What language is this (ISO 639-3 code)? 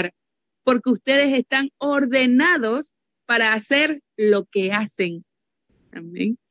spa